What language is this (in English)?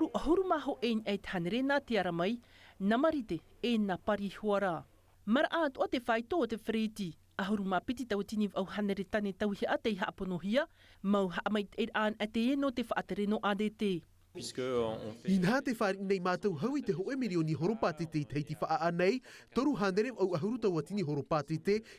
Tahitian